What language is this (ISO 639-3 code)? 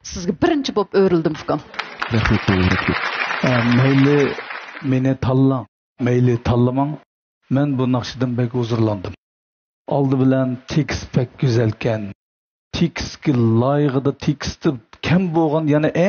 uig